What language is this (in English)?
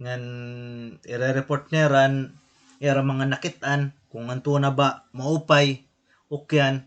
Waray